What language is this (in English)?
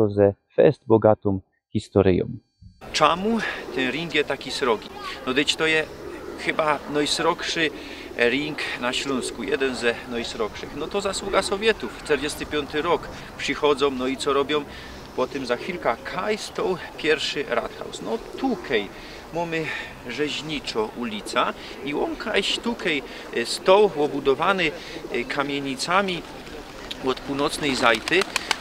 Silesian